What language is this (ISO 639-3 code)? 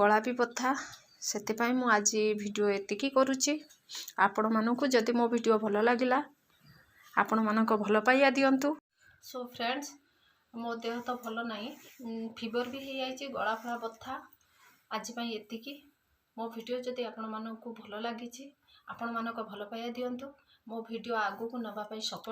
ori